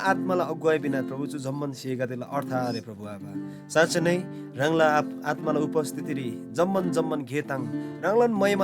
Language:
Eastern Tamang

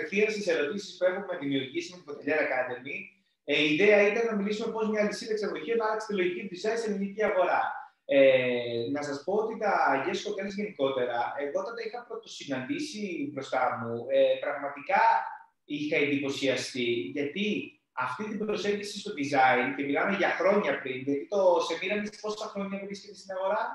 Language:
Greek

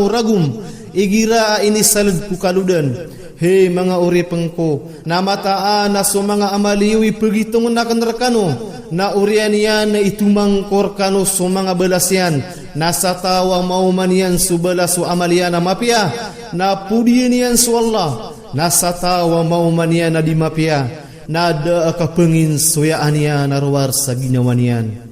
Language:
Maranao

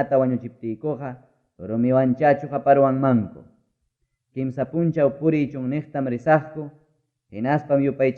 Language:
Ayacucho Quechua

